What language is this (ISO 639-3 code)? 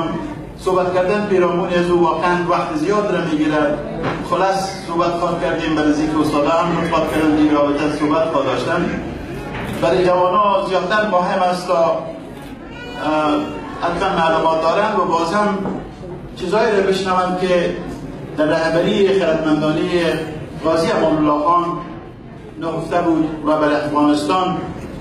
fas